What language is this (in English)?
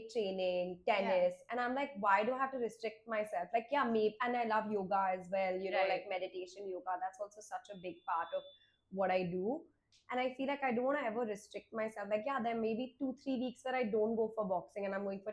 English